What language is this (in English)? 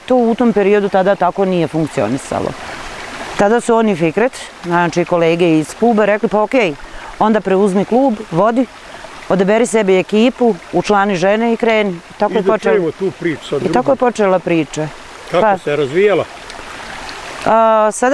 Bosnian